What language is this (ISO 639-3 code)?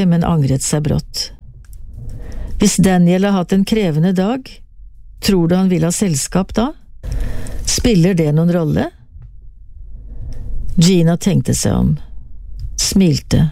nor